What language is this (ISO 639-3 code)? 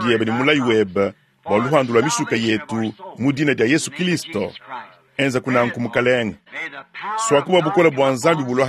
lua